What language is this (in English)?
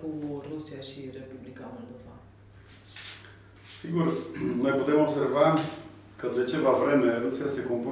Romanian